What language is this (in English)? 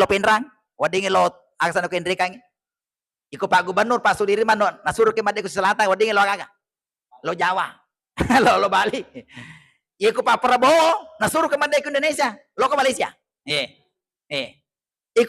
Buginese